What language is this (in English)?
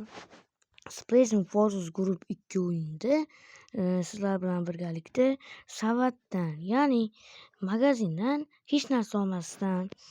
Uzbek